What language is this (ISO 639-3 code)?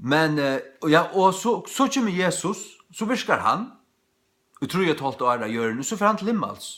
fao